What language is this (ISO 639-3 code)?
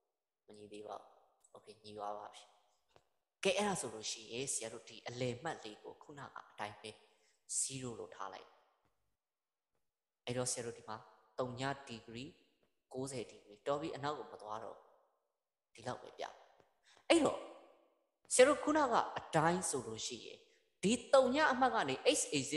mya